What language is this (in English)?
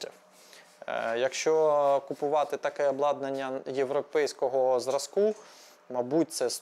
Ukrainian